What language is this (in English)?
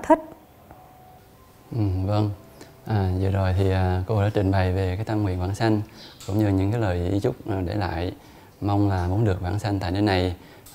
Vietnamese